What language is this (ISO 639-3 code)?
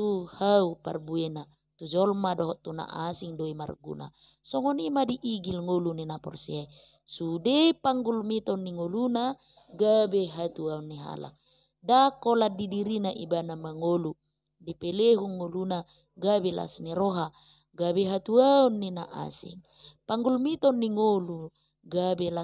bbc